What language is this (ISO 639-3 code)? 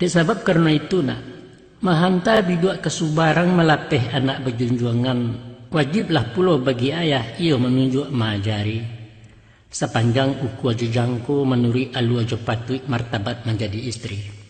min